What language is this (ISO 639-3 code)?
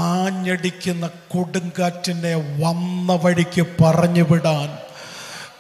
mal